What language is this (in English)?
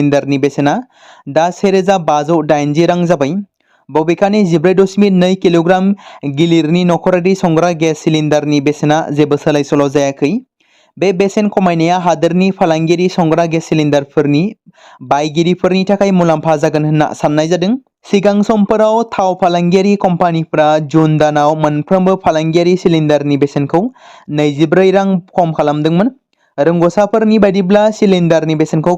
Bodo